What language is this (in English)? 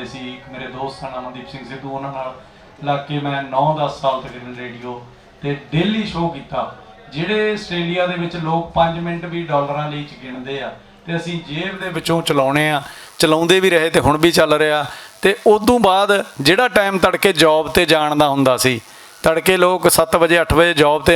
Western Panjabi